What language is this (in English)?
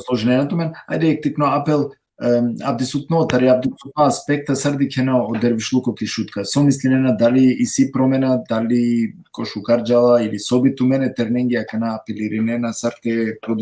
Balkan Romani